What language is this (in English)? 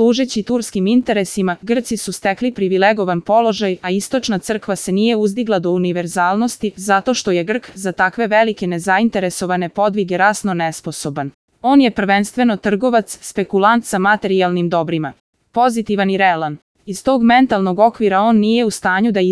Serbian